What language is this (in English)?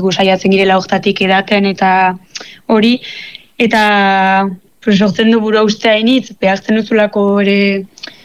Basque